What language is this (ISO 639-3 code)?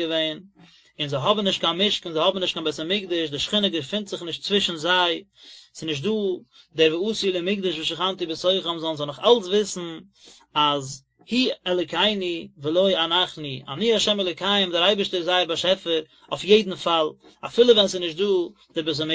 yid